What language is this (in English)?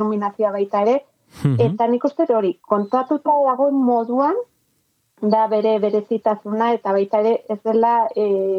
Basque